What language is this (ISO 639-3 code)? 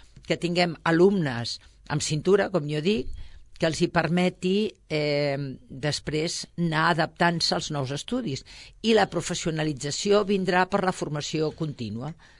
cat